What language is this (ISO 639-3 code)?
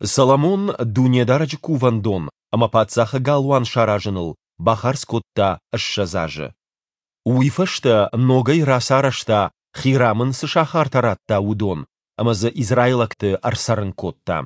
oss